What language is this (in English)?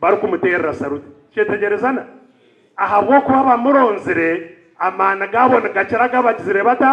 Nyankole